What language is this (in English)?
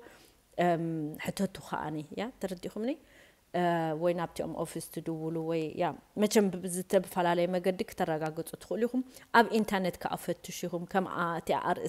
Tigrinya